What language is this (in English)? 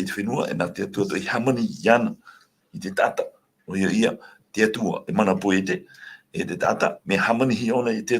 Tahitian